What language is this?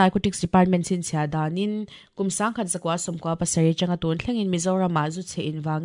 Mizo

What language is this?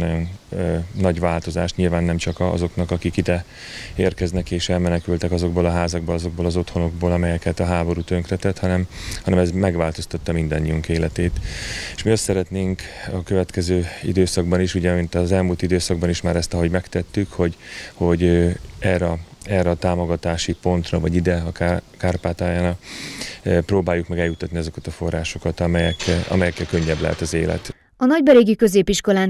Hungarian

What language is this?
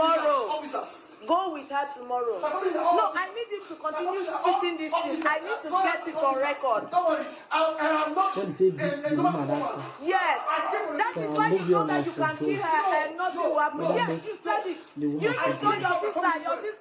Nigerian Pidgin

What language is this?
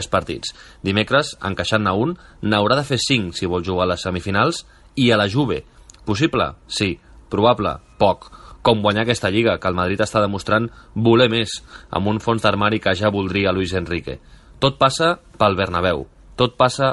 Catalan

